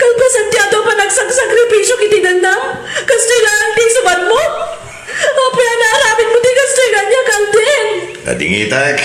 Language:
Iloko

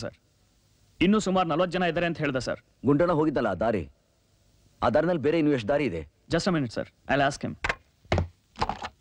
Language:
Kannada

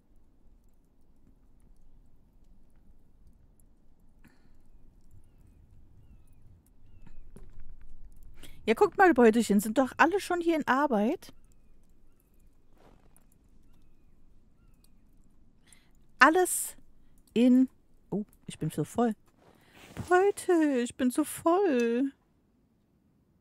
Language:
German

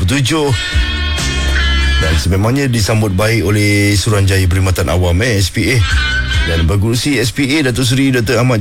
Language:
Malay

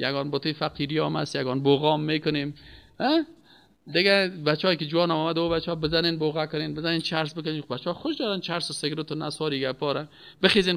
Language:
Persian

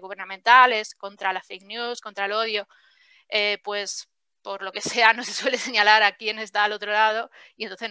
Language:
Spanish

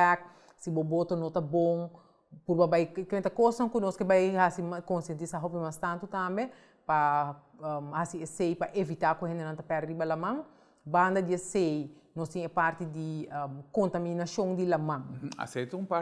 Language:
Papiamento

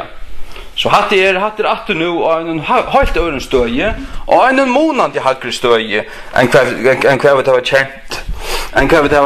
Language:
Faroese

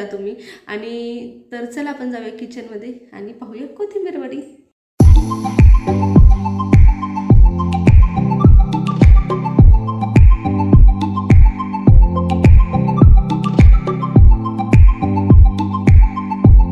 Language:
Marathi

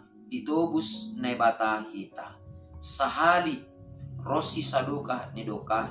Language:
Batak Simalungun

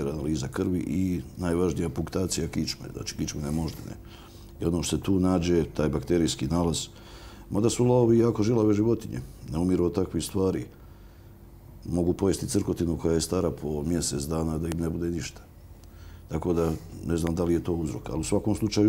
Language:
Bosnian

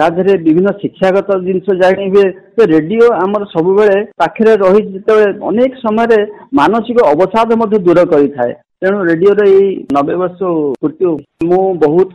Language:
Odia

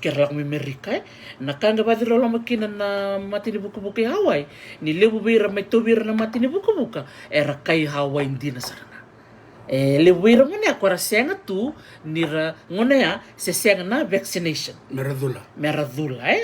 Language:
Fijian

